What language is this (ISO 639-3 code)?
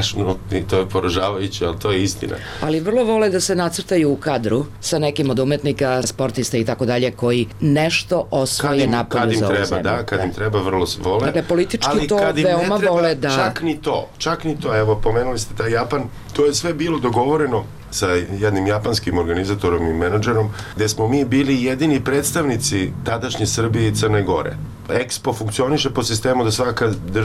srp